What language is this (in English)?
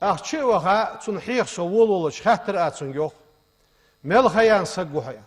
Ingush